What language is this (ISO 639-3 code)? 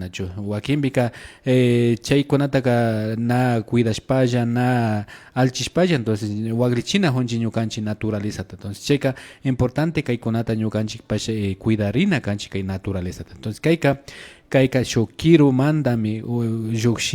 qvi